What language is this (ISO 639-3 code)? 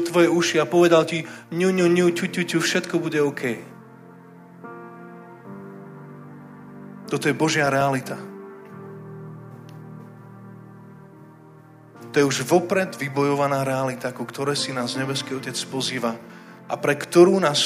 slk